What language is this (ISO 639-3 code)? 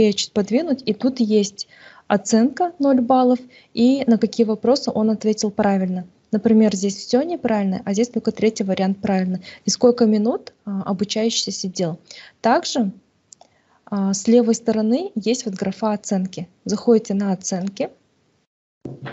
rus